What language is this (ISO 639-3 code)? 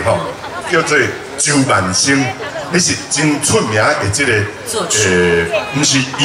nan